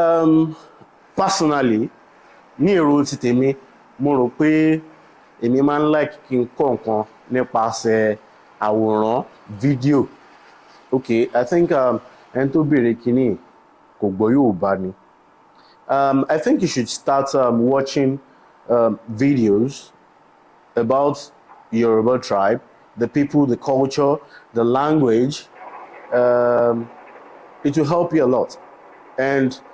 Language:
Yoruba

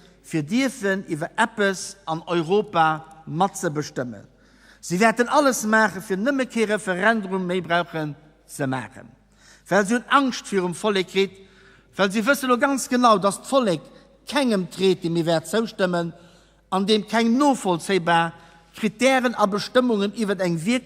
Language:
Luxembourgish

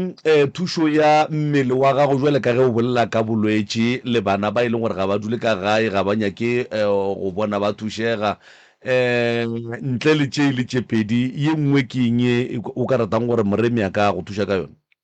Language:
Northern Sotho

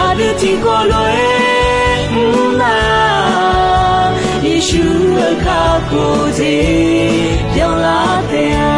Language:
Akha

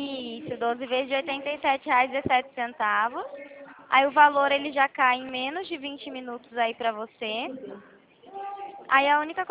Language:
Portuguese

